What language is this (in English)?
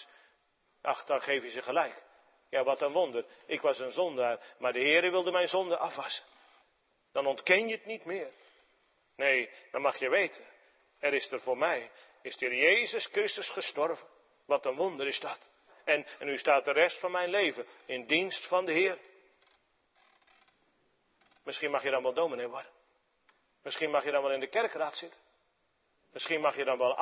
Dutch